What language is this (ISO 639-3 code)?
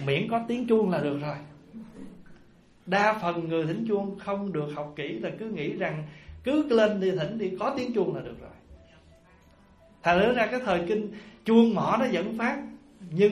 vie